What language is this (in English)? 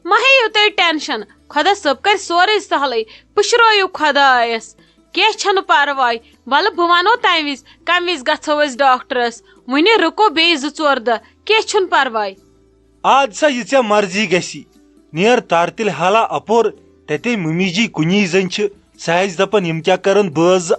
Kashmiri